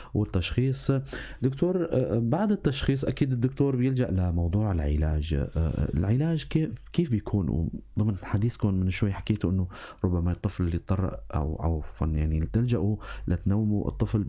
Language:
North Levantine Arabic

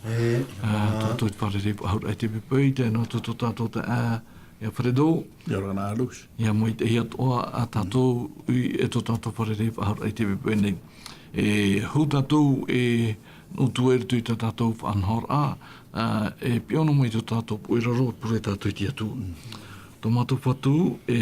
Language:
Tahitian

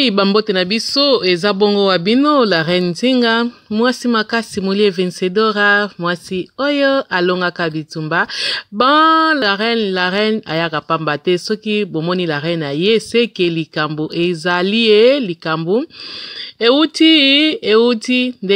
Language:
Lingala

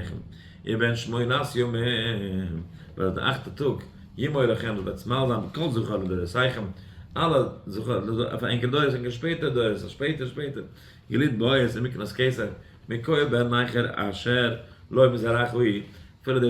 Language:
Yiddish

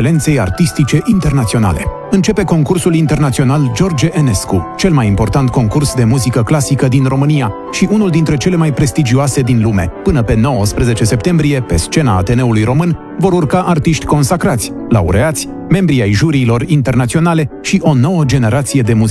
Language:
Romanian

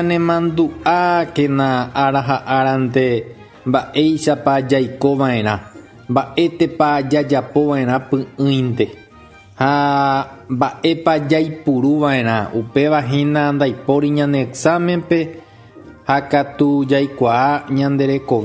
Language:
Guarani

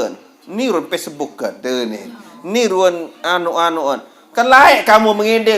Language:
Sasak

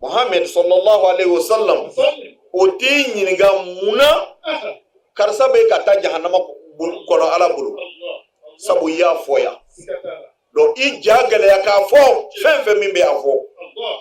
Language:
Bambara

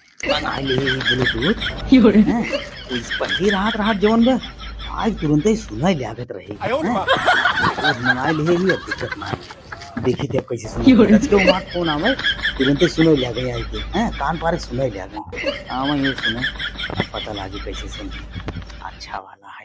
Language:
Awadhi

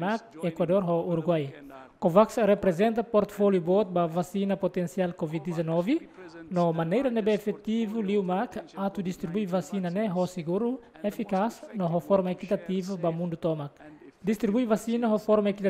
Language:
Tetum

